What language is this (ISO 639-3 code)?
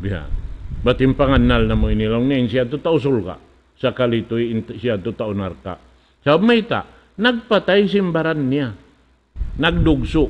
tsg